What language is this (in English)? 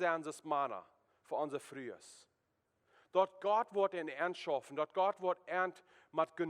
Plautdietsch